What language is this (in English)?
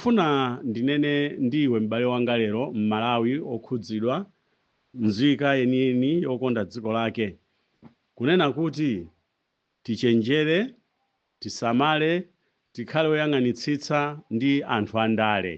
Nyanja